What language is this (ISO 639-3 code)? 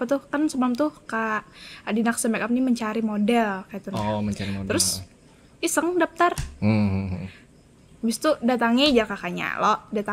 bjn